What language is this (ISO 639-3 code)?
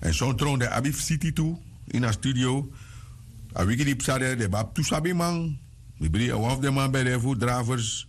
srn